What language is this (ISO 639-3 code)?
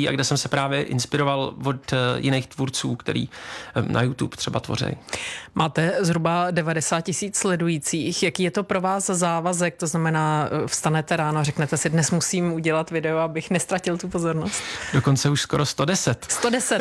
ces